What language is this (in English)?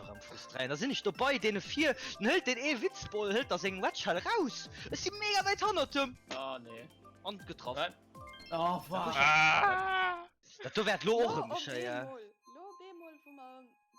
Luxembourgish